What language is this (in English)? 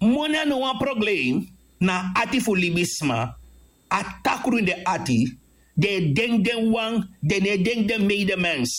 Sranan Tongo